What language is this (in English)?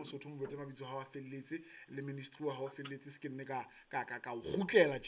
Southern Sotho